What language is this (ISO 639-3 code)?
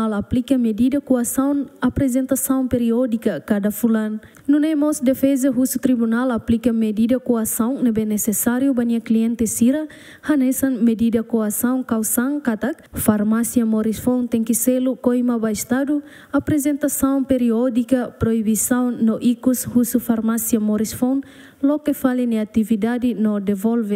tet